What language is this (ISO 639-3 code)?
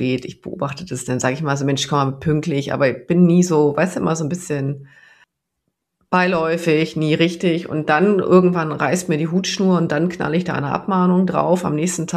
deu